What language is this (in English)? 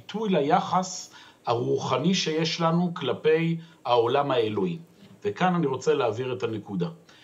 Hebrew